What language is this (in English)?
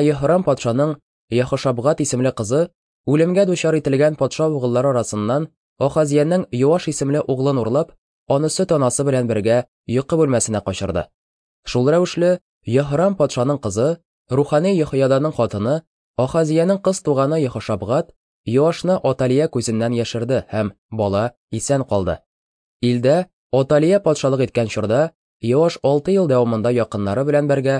Tatar